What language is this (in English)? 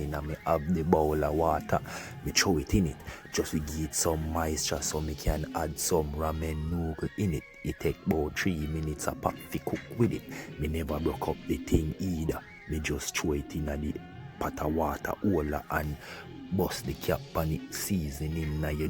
Jamaican Creole English